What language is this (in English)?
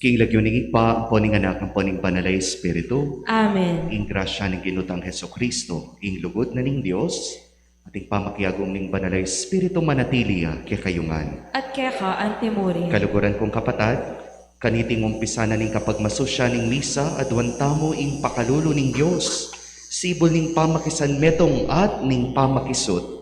Pampanga